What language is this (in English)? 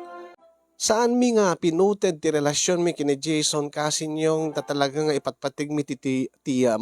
Iloko